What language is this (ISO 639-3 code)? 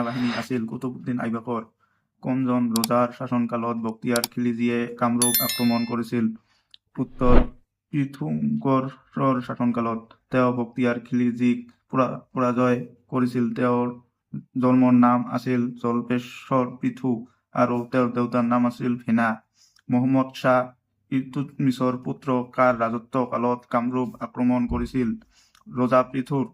asm